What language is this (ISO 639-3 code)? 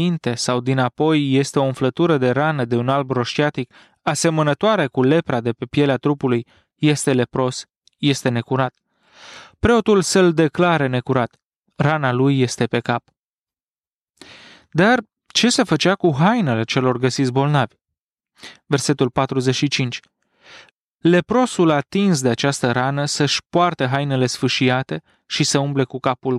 ron